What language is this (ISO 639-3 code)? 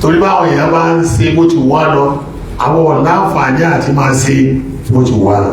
yor